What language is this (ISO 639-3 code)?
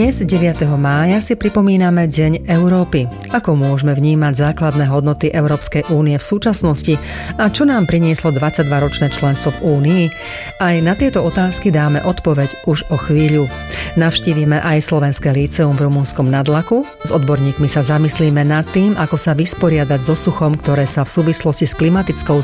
slk